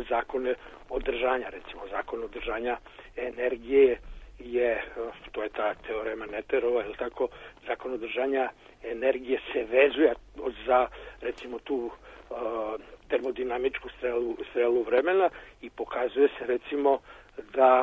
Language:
Serbian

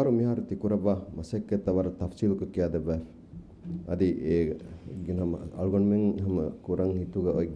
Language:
Divehi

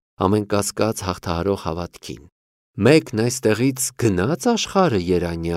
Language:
Armenian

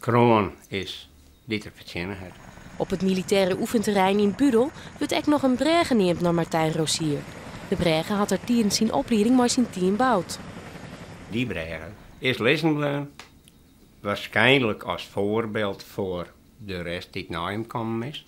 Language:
Western Frisian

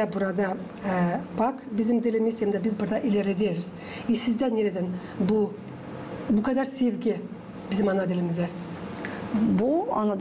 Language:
Gagauz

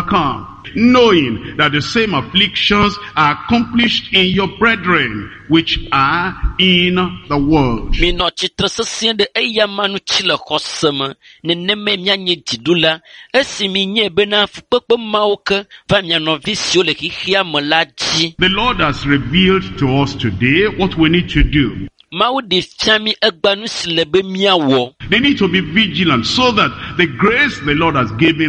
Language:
Ewe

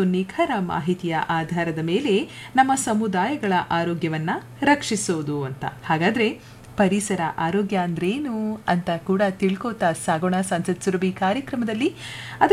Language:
Kannada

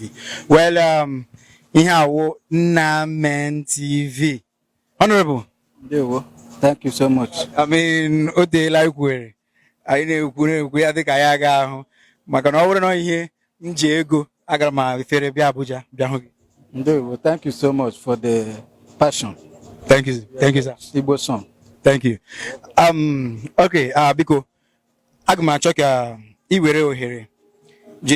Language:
Igbo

